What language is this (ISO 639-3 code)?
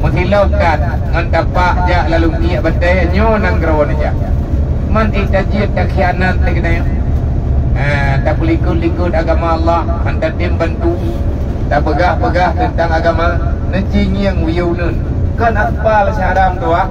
ace